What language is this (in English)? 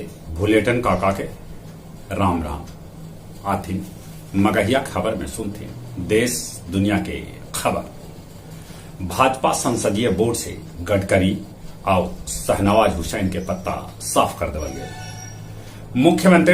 Magahi